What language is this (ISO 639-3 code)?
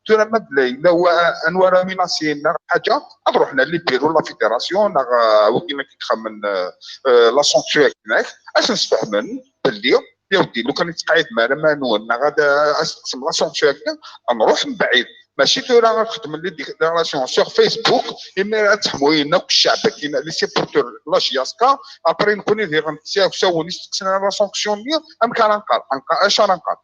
kab